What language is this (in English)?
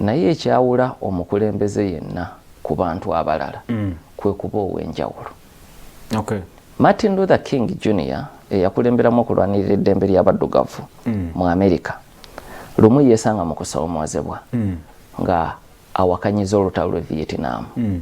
Ganda